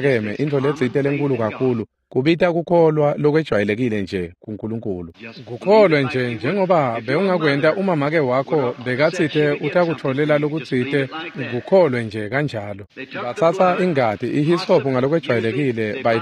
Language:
Swati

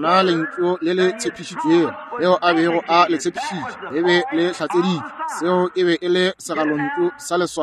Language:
Northern Sotho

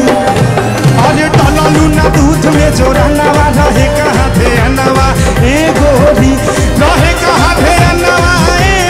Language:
Bhojpuri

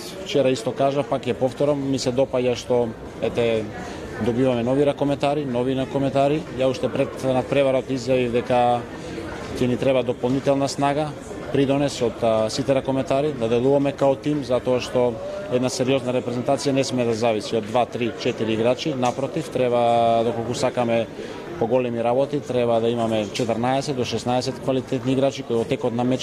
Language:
Macedonian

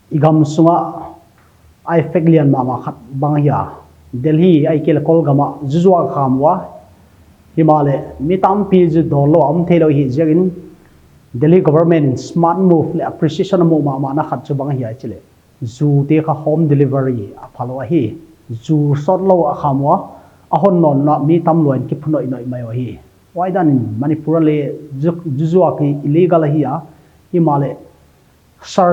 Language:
Paite Chin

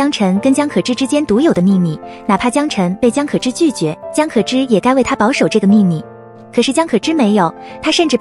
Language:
Chinese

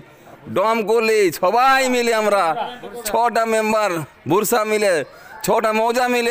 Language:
Bangla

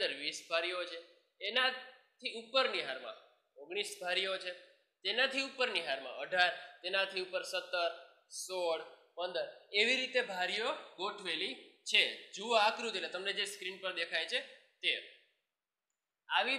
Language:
Gujarati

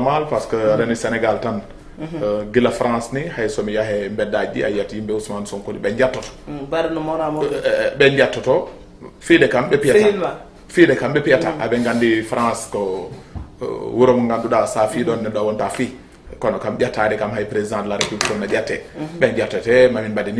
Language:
Fula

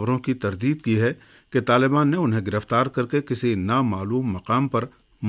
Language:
Urdu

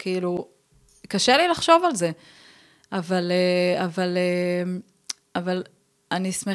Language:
Hebrew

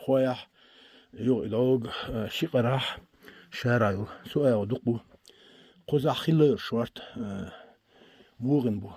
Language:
Chechen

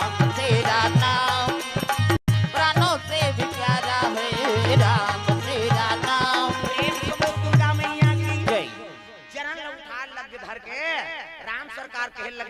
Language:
Chhattisgarhi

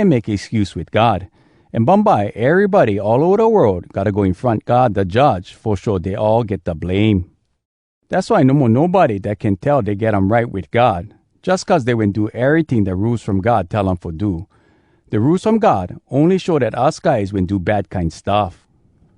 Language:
Hawai'i Creole English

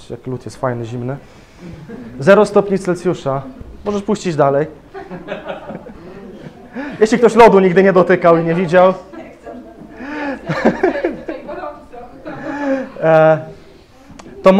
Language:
Polish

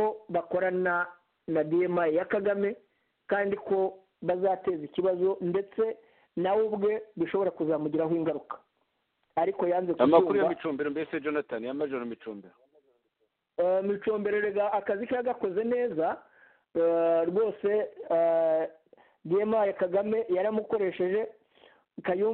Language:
Kinyarwanda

